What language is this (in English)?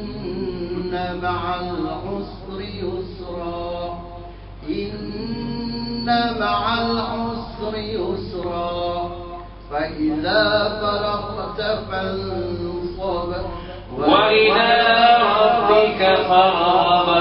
Arabic